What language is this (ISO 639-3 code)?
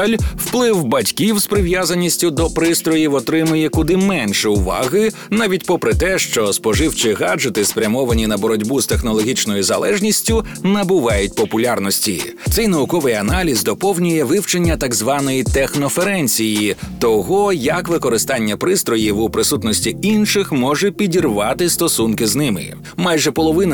ukr